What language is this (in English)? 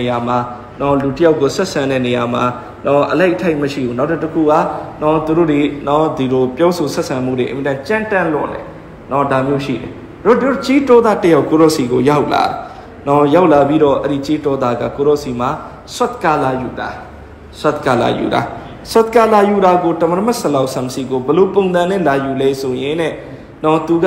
Burmese